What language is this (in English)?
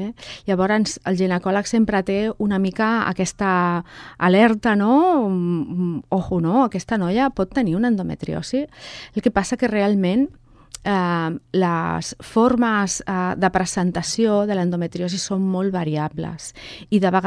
Catalan